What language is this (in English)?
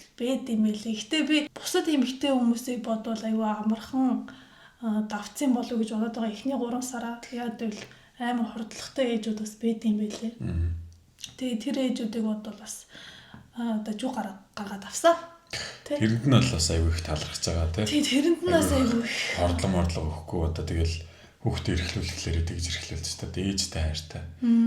Mongolian